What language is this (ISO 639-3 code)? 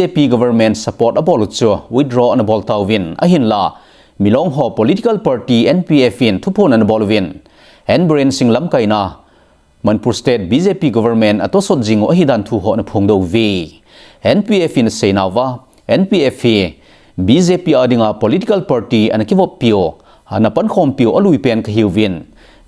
tcz